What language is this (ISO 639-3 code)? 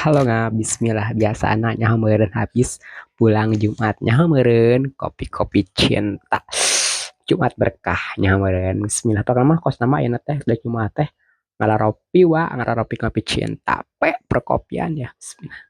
sun